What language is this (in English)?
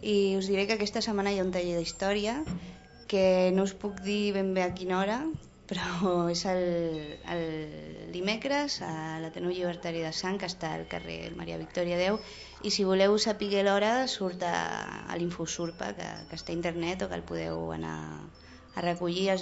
Catalan